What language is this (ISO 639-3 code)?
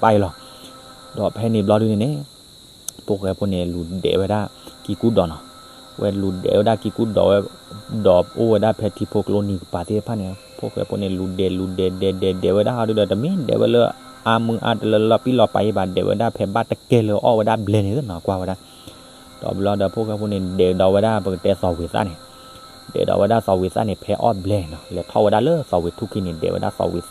ksw